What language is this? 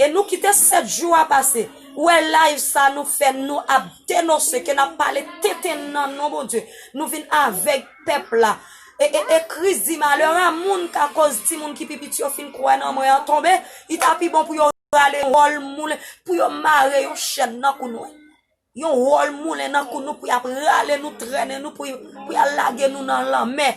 Haitian Creole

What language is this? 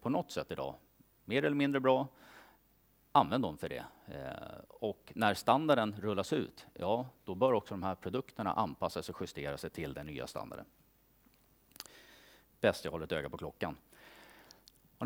Swedish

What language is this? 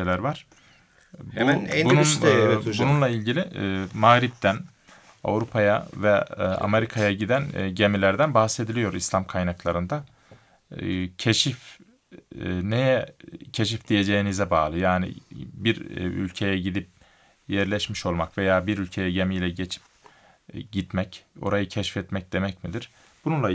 Turkish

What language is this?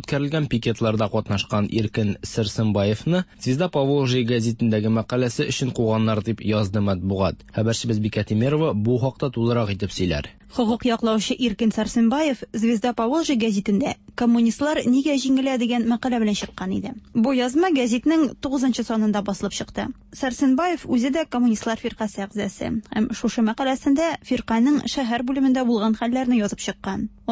Tatar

